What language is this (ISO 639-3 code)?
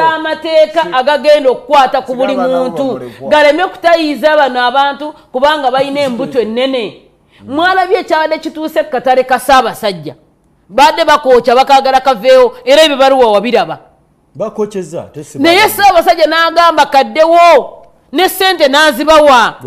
lug